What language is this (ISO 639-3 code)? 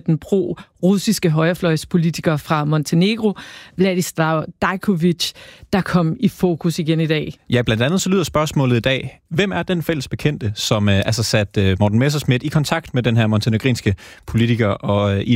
dan